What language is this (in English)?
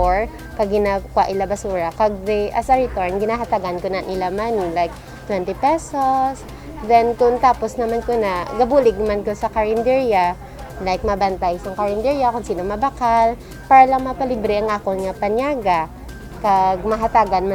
Hiligaynon